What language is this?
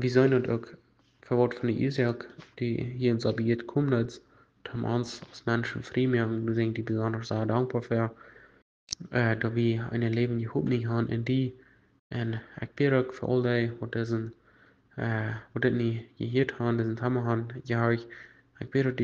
Plautdietsch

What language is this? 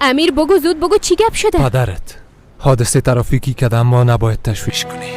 Persian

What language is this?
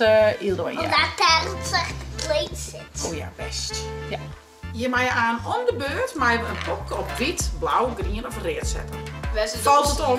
Western Frisian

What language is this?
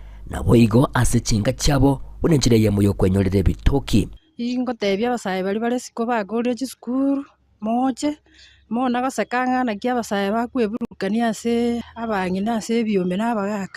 Gusii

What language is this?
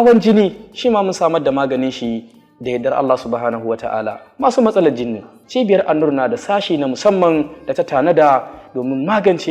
Hausa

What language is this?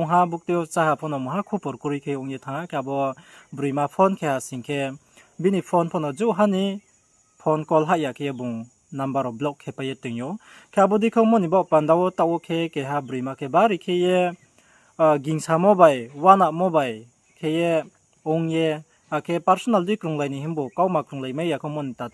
Riang (India)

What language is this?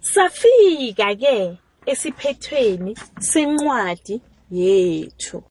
South Ndebele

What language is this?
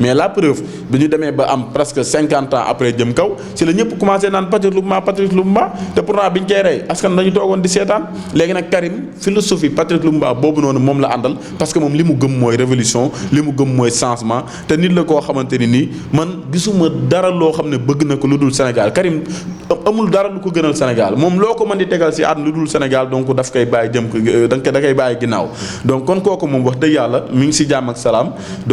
Wolof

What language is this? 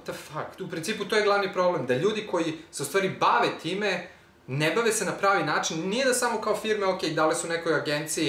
Serbian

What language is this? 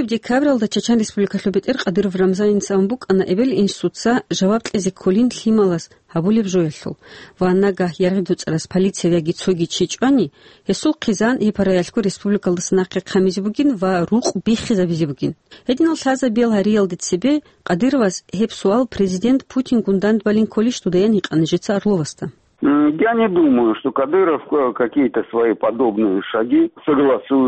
Avaric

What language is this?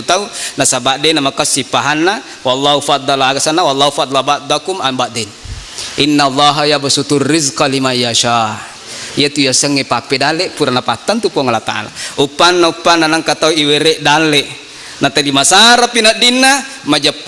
Buginese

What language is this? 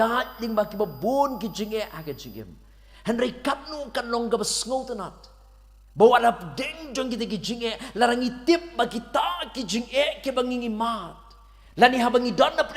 Khasi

